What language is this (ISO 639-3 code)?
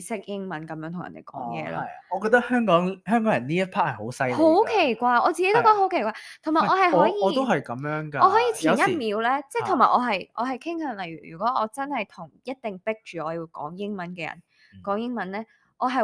yue